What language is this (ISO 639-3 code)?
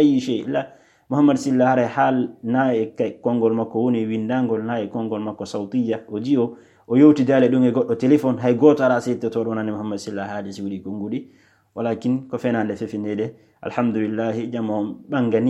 ful